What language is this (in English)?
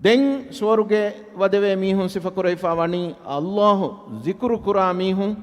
Divehi